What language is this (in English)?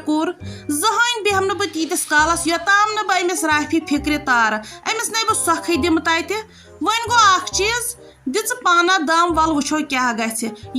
Kashmiri